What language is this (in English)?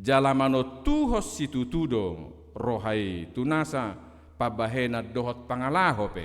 Batak Toba